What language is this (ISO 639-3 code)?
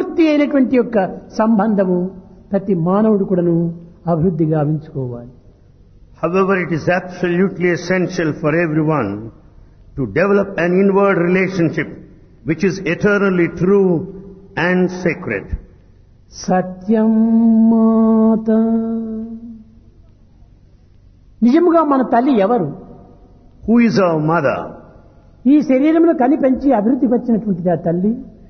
tel